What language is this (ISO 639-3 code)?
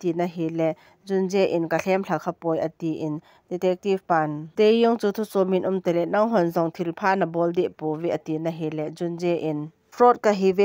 tcz